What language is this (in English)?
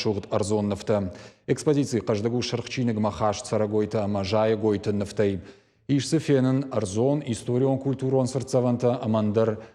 Ossetic